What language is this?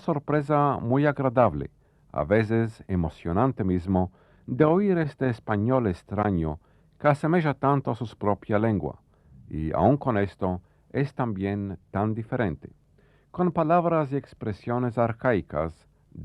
Ladino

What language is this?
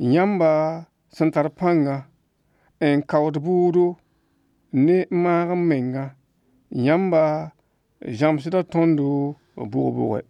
Mossi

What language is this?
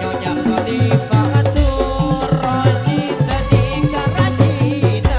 Madurese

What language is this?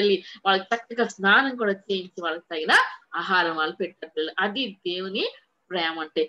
Telugu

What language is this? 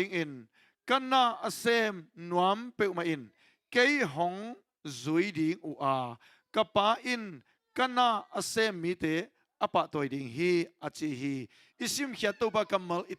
Tedim Chin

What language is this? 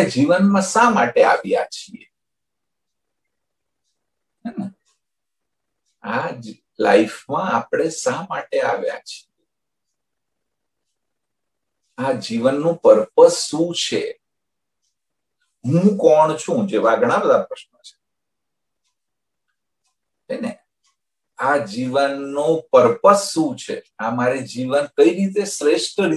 Gujarati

